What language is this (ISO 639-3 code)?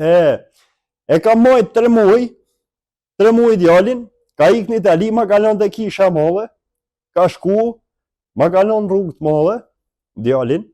sqi